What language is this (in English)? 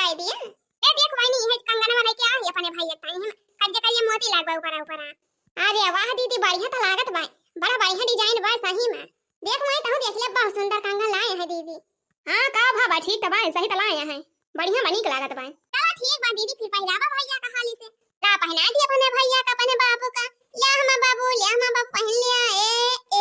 Awadhi